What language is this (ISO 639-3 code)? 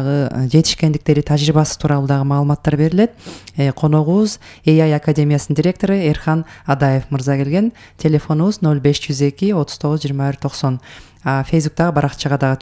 kir